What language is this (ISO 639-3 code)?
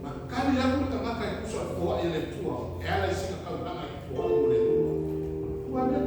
smo